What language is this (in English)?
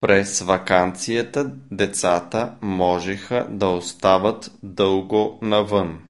Macedonian